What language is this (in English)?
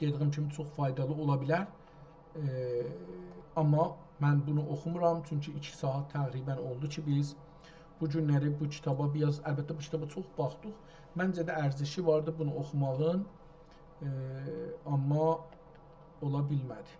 South Azerbaijani